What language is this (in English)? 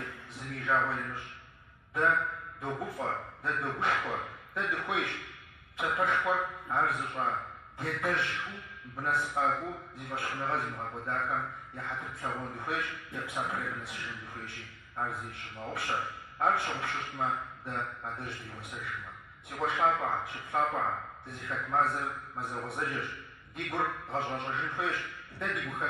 Kabardian